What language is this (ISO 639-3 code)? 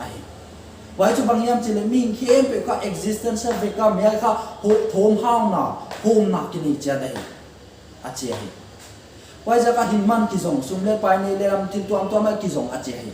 pck